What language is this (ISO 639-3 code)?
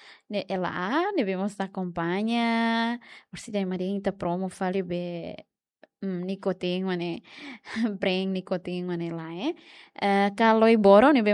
tet